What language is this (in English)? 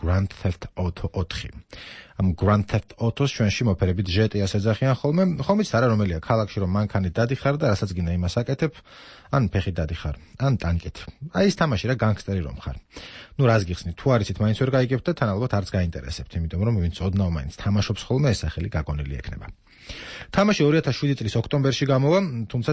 Georgian